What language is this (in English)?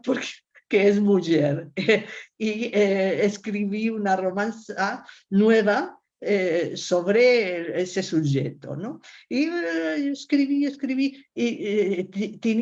Ladino